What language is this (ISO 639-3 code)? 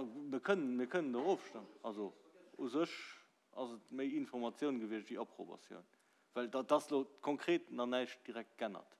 ltz